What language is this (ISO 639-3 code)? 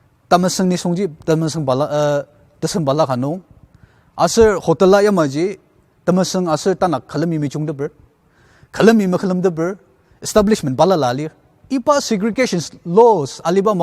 njo